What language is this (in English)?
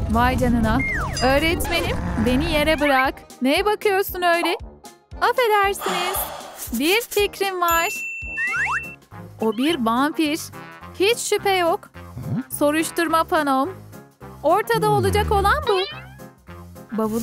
Turkish